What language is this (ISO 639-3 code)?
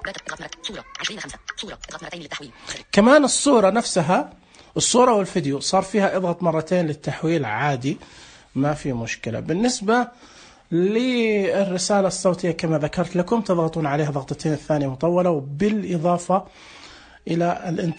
ars